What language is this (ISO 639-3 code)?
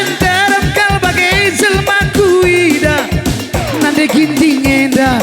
btx